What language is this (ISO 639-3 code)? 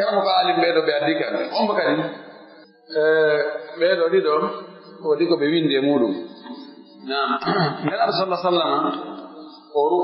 fuf